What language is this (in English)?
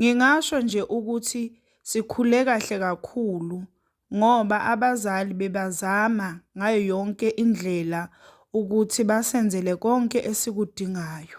Zulu